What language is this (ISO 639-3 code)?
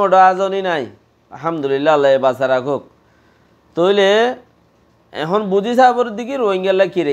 rhg